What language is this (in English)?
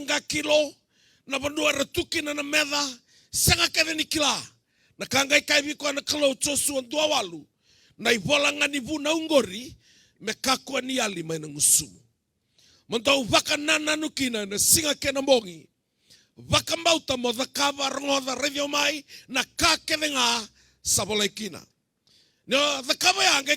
Fijian